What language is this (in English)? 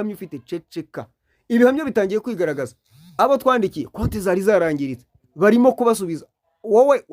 Kinyarwanda